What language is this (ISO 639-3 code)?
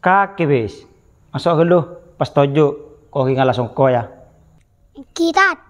mad